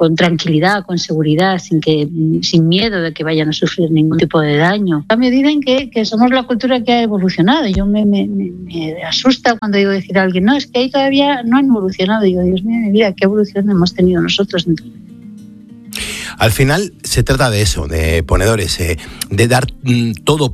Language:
Spanish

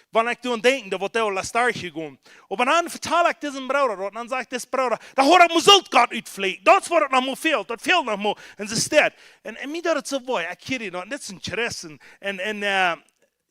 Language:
Plautdietsch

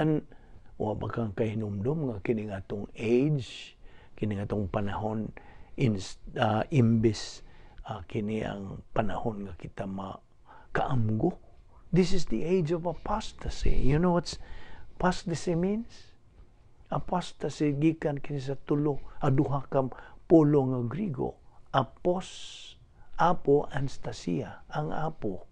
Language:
Cebuano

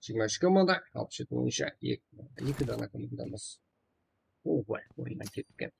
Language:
Kara-Kalpak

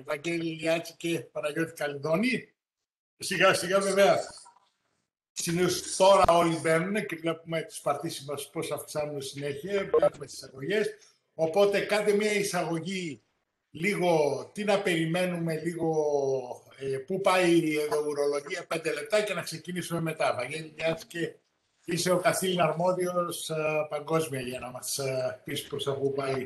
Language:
Greek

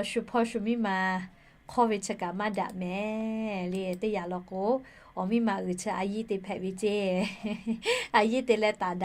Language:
Lahu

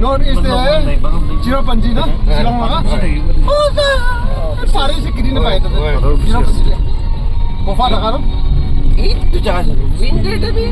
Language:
Naga Pidgin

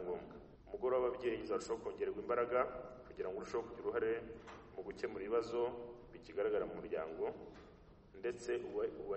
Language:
Kinyarwanda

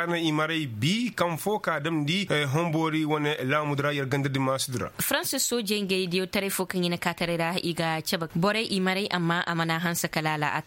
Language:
Koyraboro Senni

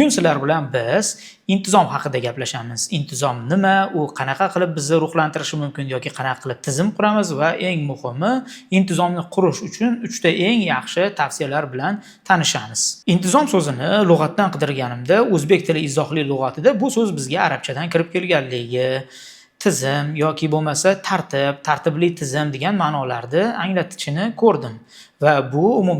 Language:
Uzbek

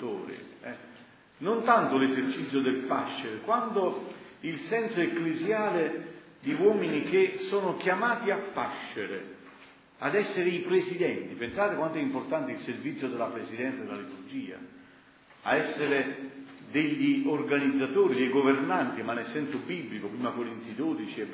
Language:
Italian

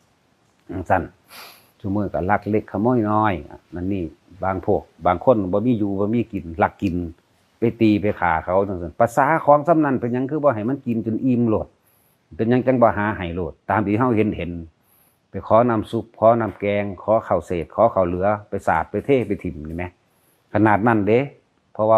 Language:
Lao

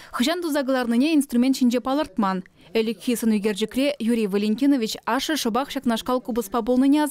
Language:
Chuvash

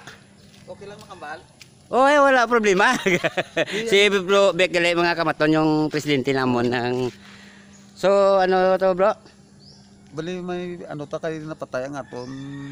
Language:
Hiligaynon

